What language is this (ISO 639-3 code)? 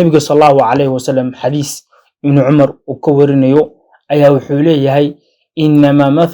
som